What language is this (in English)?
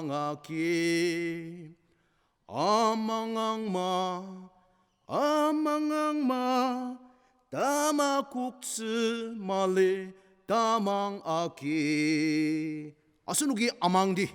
Ao Naga